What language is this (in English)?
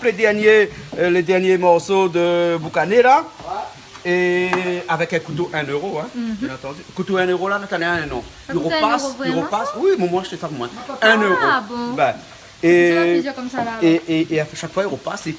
Réunion Creole French